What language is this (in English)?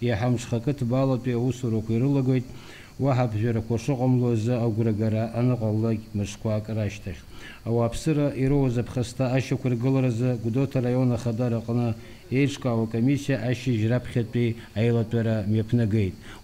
Abkhazian